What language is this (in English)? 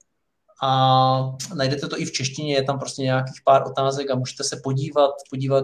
Czech